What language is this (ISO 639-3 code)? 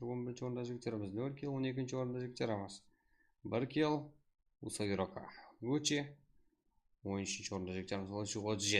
kaa